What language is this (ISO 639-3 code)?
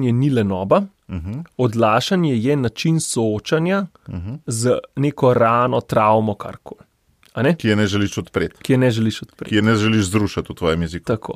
slv